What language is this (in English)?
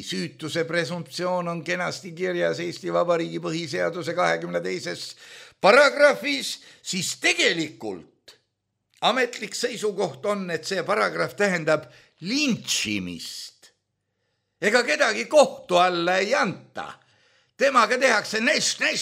Estonian